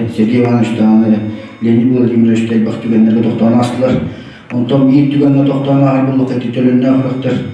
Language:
Yakut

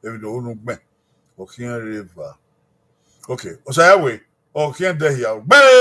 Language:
Bini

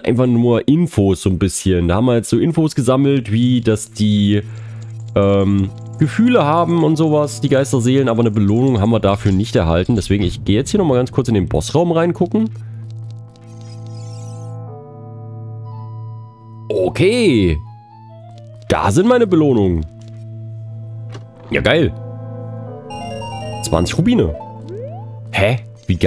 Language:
German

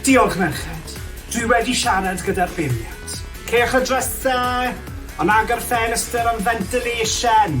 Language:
Welsh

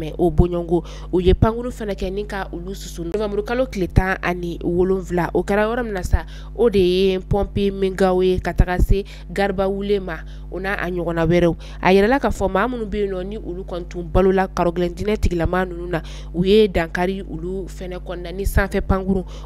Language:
Bambara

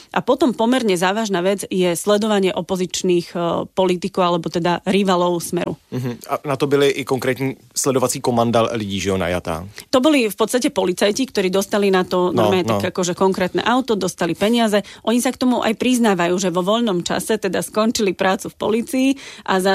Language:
Slovak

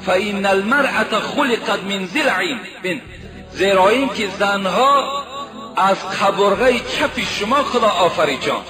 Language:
Tajik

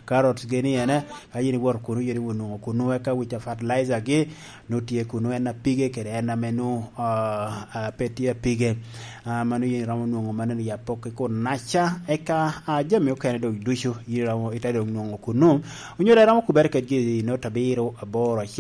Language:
Lango (Uganda)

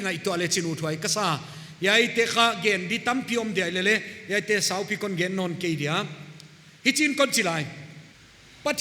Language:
Paite Chin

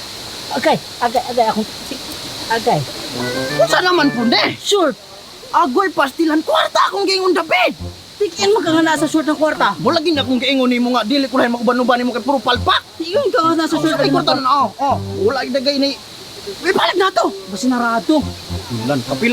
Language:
Cebuano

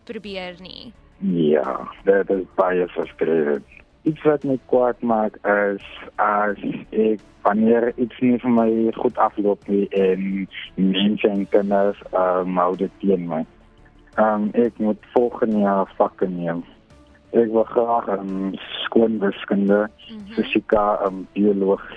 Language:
Afrikaans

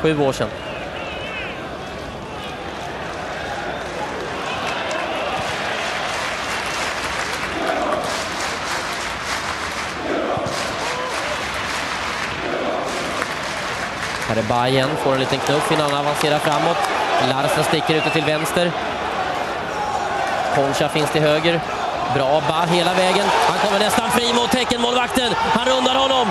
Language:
Swedish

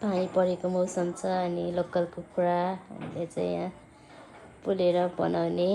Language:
Nepali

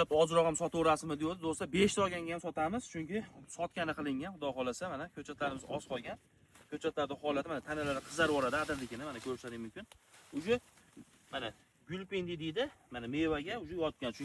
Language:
Uzbek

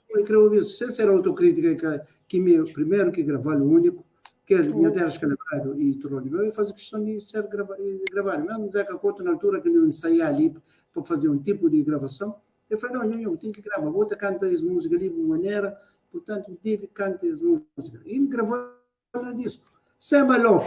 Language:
Kabuverdianu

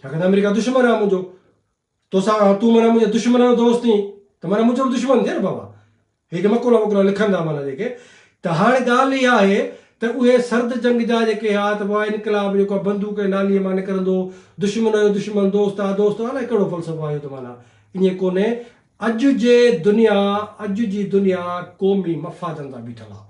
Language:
Sindhi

